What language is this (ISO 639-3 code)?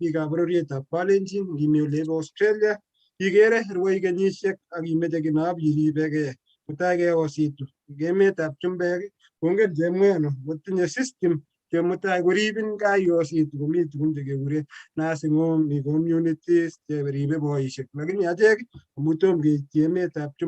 kln